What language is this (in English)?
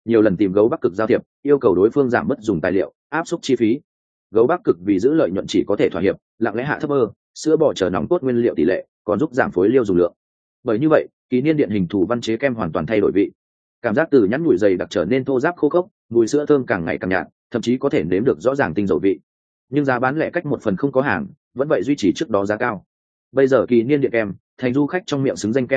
Vietnamese